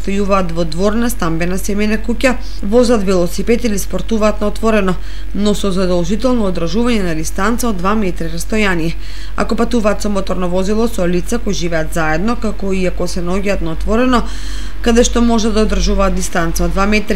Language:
Macedonian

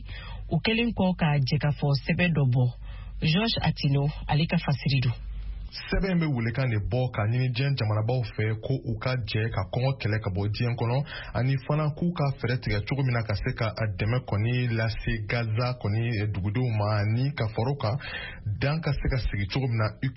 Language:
Bambara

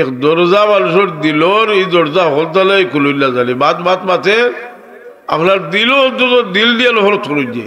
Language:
Sylheti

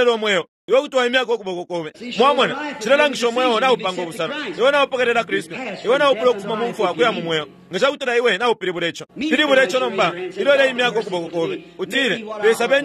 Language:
Bemba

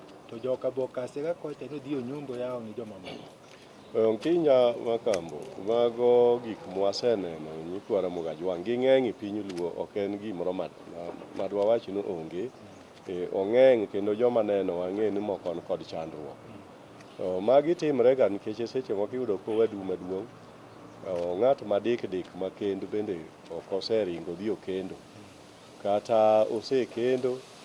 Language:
Luo (Kenya and Tanzania)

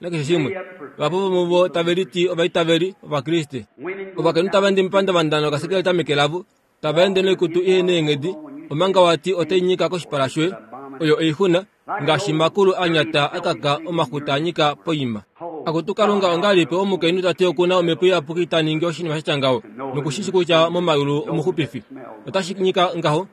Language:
Kuanyama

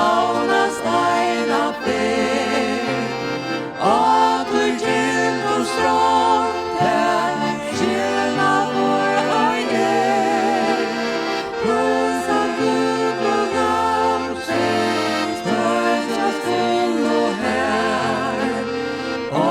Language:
Faroese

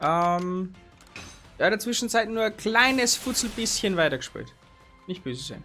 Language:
Bavarian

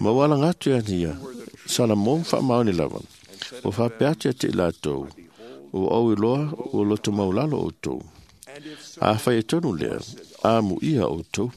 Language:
Samoan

